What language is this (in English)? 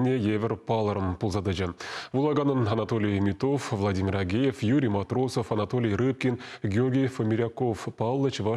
Chuvash